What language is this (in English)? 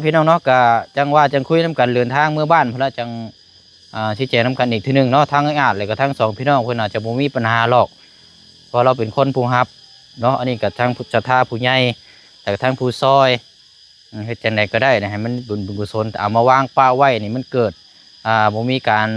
Lao